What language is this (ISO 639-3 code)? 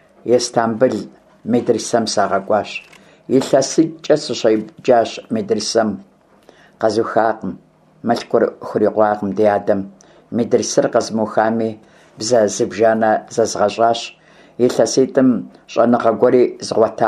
kbd